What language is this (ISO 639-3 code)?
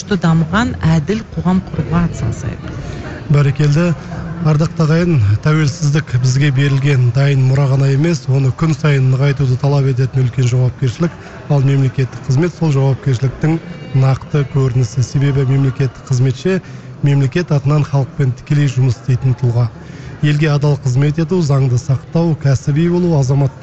kaz